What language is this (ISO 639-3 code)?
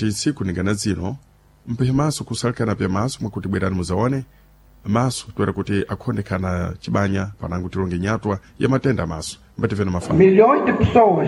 seh